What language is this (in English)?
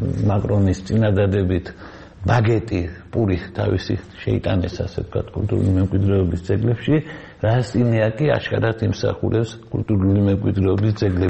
Georgian